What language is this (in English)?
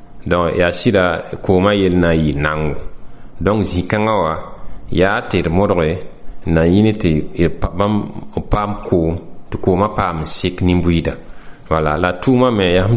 Mossi